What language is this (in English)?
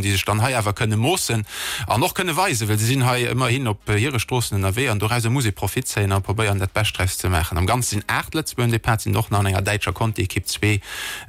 Luxembourgish